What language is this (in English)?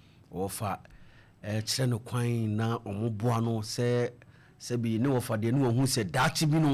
Akan